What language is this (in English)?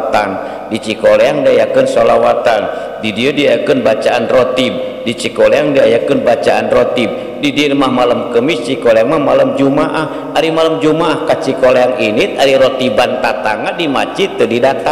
Sundanese